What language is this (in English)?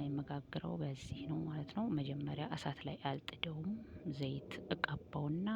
Amharic